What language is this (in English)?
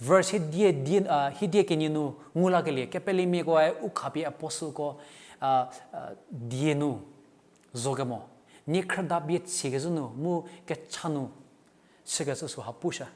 Angami Naga